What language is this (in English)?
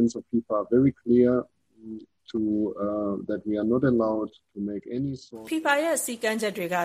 Burmese